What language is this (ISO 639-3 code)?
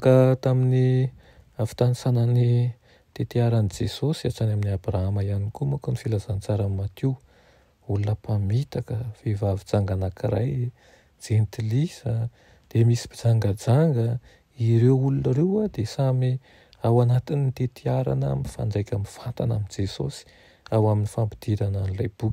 mlg